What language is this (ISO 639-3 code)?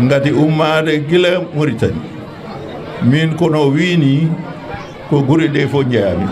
ful